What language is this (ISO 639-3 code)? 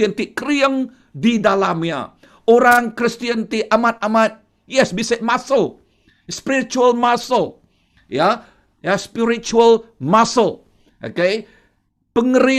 iba